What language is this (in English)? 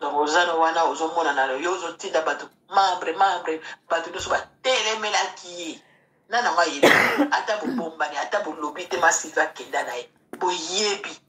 Lingala